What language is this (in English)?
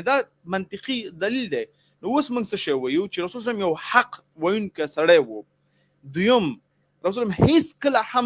Pashto